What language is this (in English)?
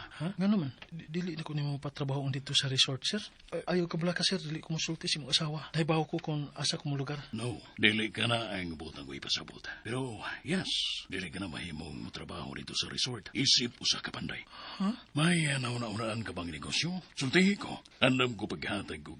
Cebuano